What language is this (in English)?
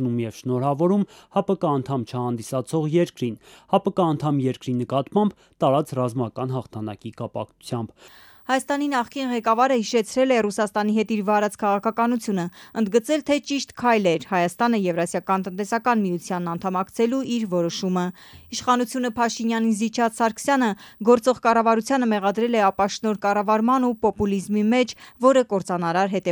Armenian